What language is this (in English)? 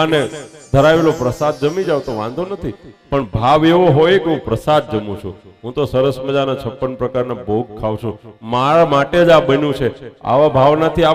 Gujarati